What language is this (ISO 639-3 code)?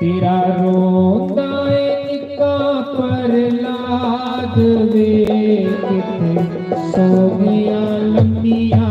doi